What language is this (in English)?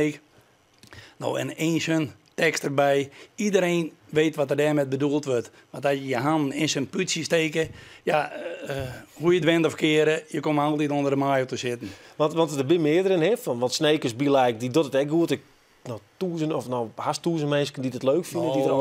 Western Frisian